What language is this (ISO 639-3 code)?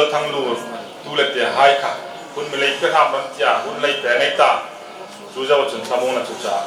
hmr